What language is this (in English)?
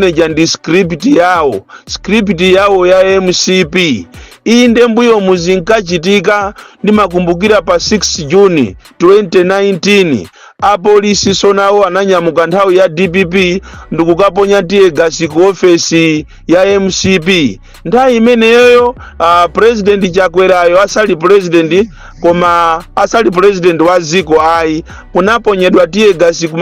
Nyanja